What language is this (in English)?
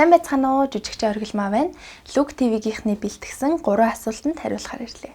Mongolian